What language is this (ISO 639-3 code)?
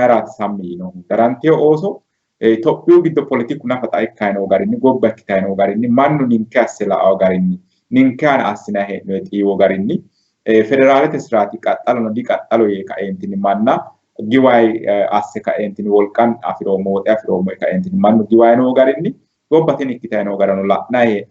sid